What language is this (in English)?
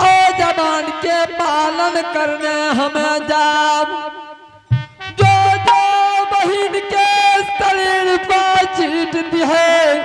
Angika